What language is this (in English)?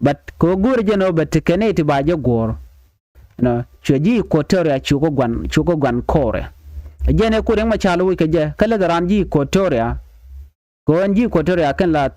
Nuer